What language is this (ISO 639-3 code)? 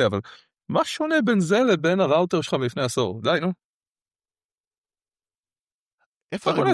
heb